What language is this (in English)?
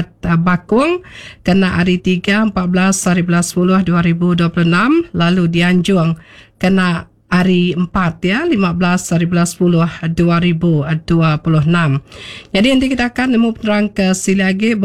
Iban